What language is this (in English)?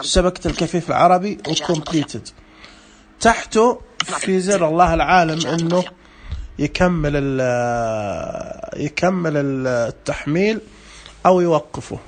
Najdi Arabic